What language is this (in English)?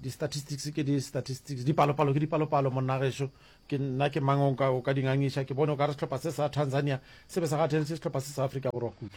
Northern Sotho